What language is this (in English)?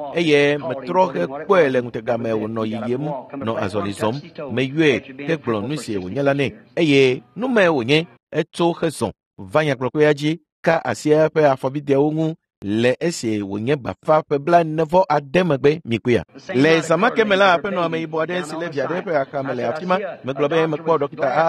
Ewe